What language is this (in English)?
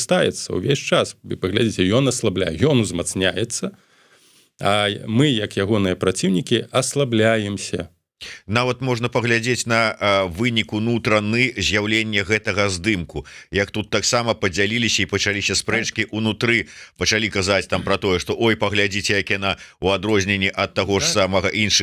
Belarusian